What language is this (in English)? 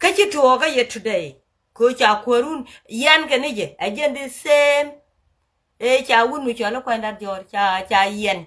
Nuer